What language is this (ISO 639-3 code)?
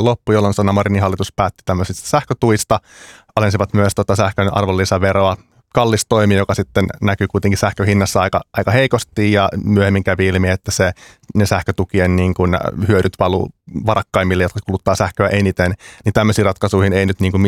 fin